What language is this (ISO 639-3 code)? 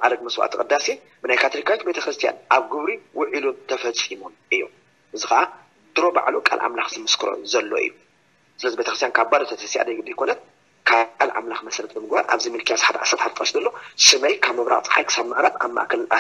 tir